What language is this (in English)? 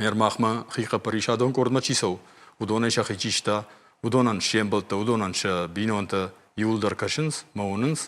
Ossetic